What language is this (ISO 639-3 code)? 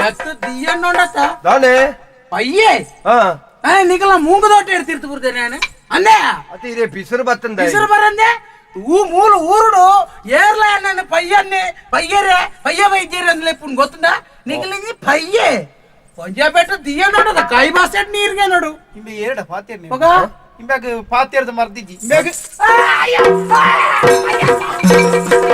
tcy